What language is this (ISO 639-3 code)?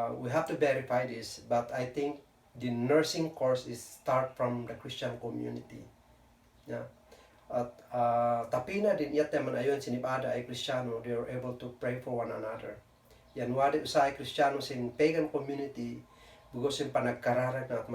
kne